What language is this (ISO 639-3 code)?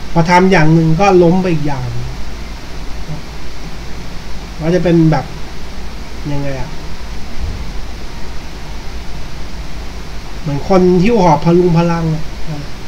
tha